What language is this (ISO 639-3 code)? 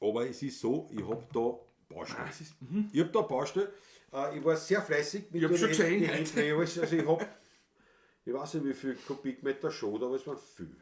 bar